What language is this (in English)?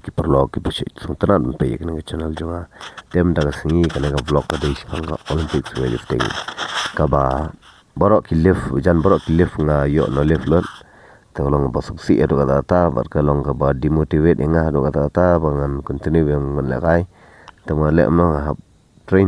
Khasi